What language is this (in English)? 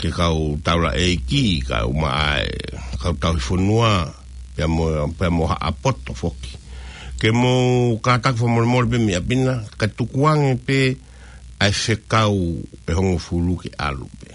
Tongan